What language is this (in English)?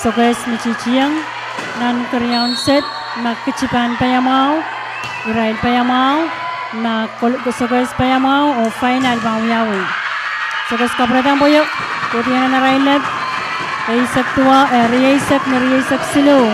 Pohnpeian